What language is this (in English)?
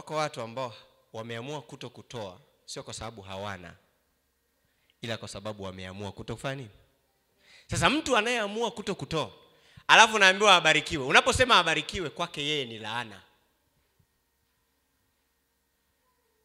Swahili